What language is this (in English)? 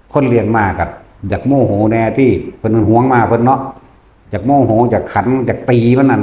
Lao